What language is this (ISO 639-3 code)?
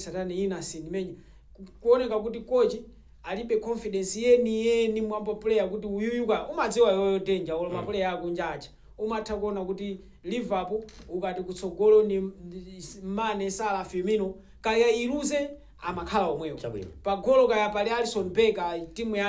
nya